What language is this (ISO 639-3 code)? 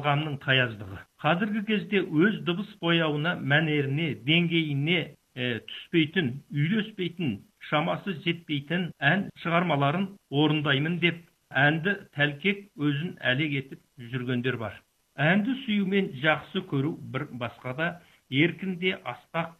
kaz